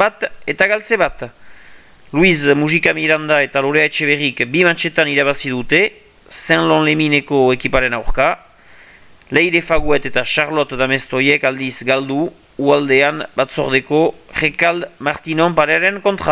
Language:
Basque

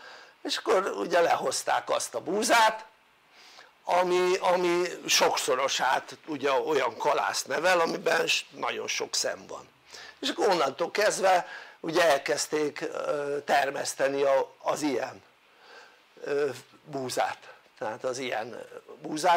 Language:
Hungarian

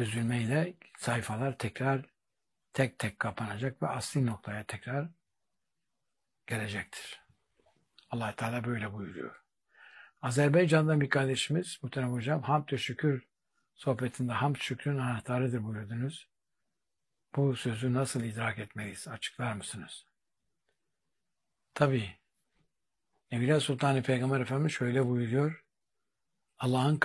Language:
Turkish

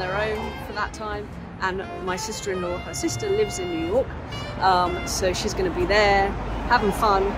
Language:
English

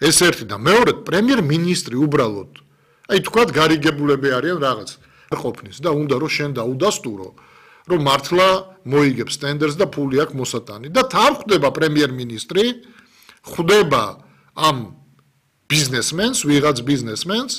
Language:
Georgian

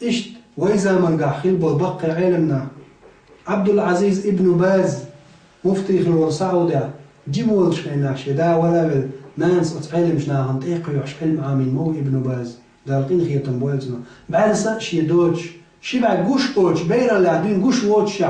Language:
Chechen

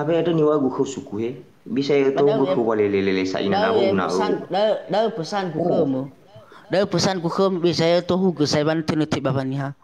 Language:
Nias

